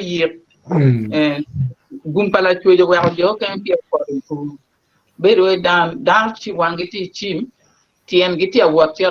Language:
Acoli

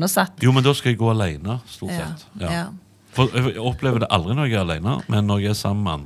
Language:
Norwegian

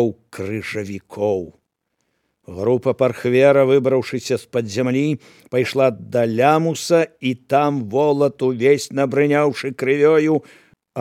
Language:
Belarusian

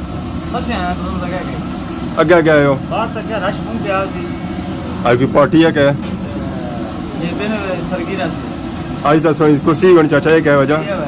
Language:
Pahari-Potwari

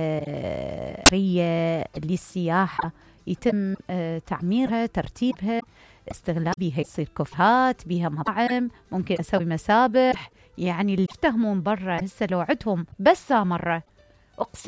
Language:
Mesopotamian Arabic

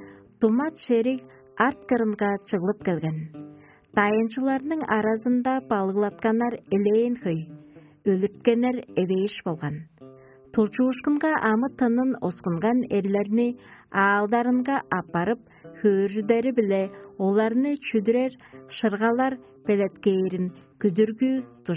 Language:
Tuvinian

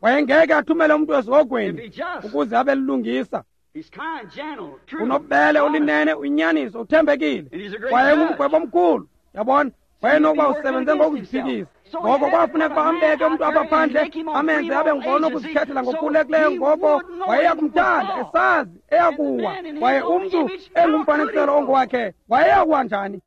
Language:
Xhosa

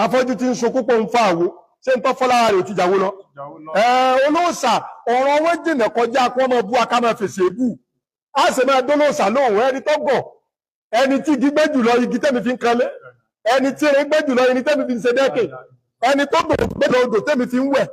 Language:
Yoruba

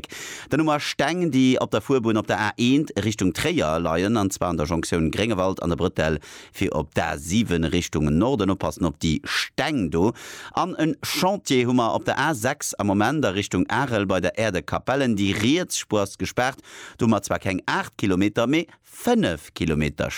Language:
Luxembourgish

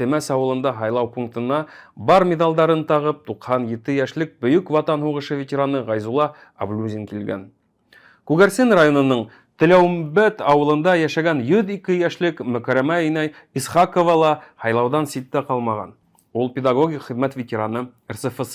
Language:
Bashkir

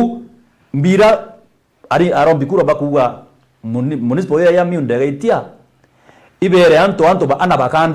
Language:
Meru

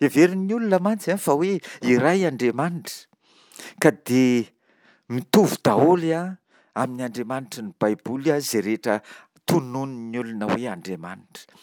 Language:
Malagasy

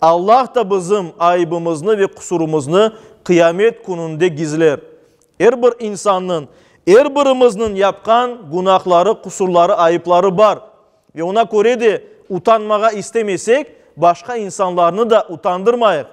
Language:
Crimean Tatar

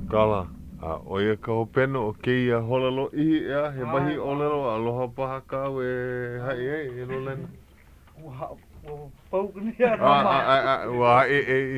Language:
Hawaiian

